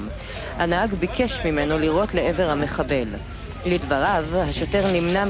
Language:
Hebrew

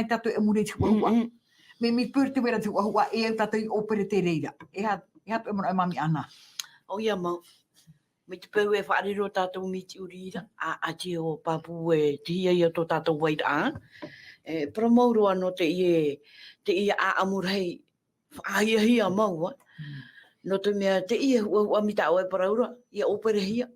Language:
Tahitian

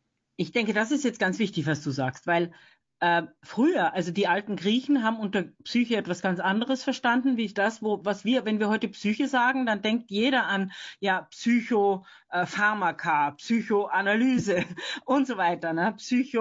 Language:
German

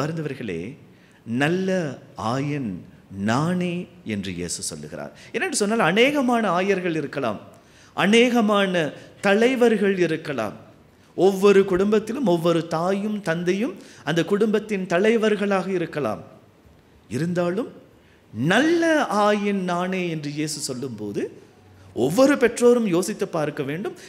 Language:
Tamil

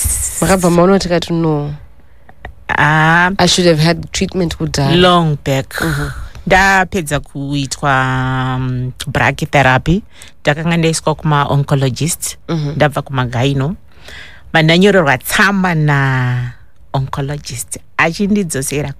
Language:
Shona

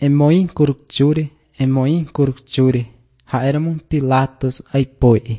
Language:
Guarani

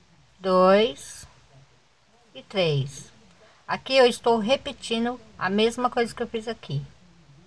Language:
Portuguese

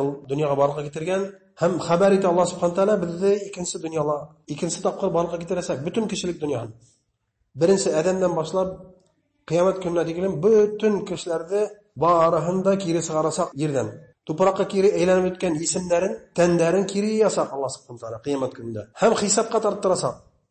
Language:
Bashkir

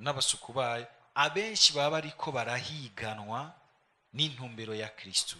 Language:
Rundi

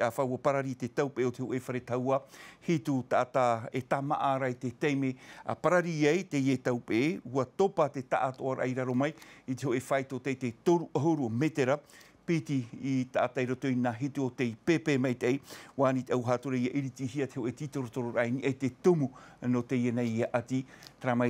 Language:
Tahitian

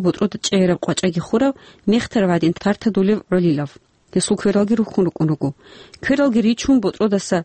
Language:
Avaric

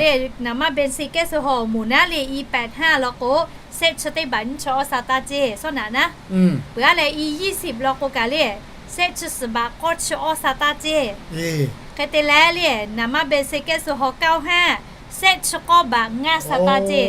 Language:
Lahu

